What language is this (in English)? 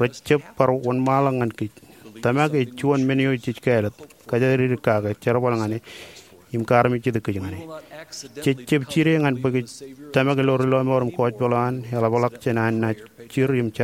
Marshallese